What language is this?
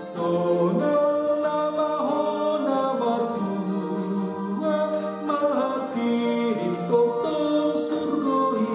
Batak Toba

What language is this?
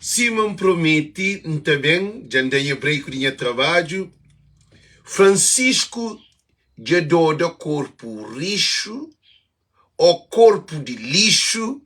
Kabuverdianu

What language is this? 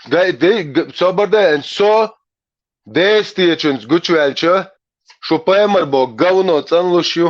Chechen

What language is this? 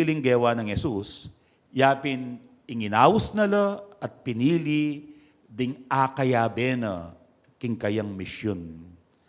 Pampanga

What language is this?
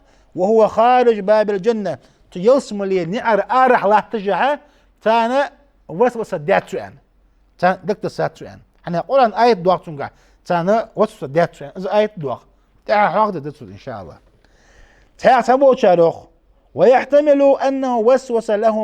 Ingush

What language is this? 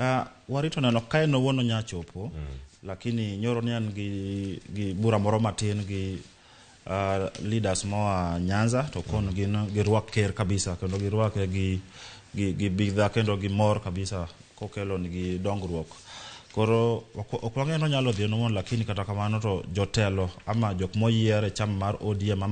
Luo (Kenya and Tanzania)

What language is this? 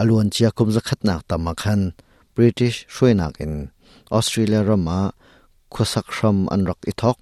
Hakha Chin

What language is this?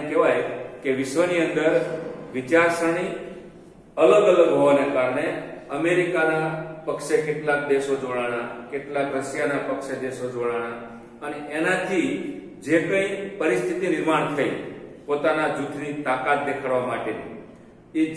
Gujarati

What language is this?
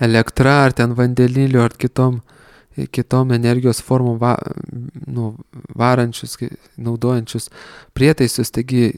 Lithuanian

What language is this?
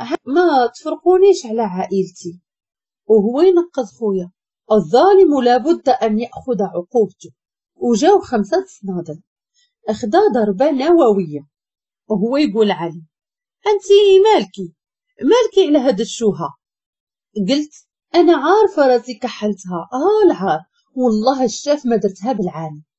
Moroccan Arabic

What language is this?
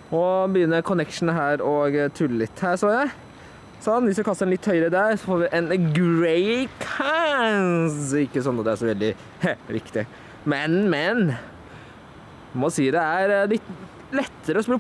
Norwegian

